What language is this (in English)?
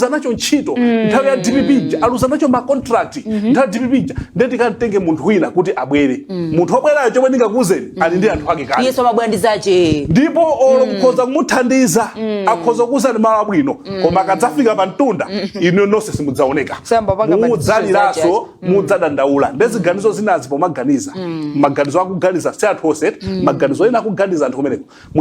Nyanja